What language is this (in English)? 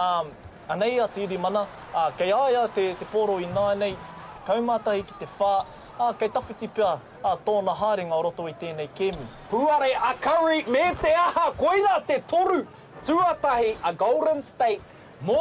Māori